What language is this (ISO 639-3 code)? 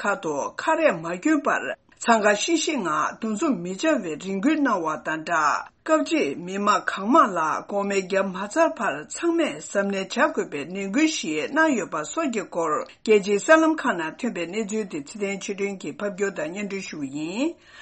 bod